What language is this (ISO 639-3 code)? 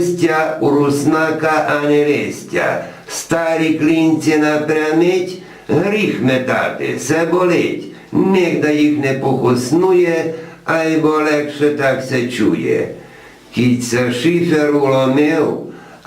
rue